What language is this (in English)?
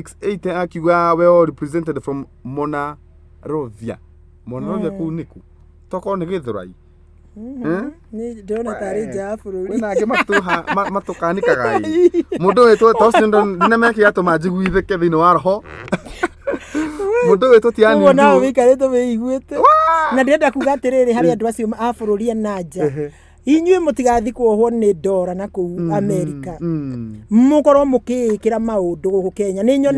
Kikuyu